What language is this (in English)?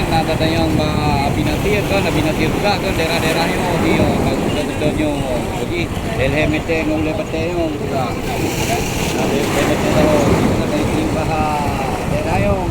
Achinese